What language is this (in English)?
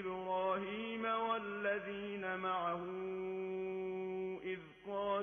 Arabic